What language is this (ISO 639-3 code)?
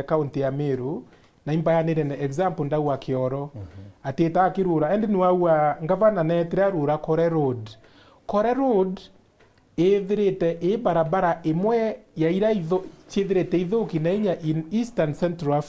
mer